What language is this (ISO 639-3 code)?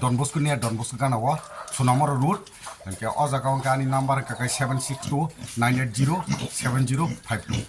trp